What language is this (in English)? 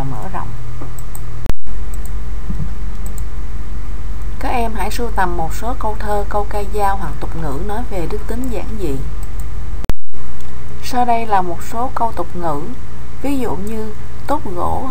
Vietnamese